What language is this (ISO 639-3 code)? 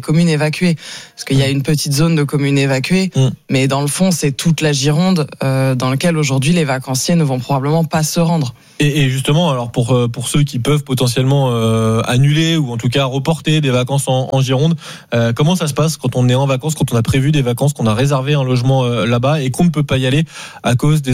fra